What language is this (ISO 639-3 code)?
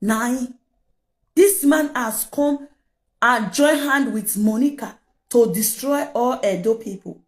pcm